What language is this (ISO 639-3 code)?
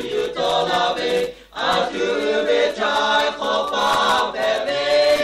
lhu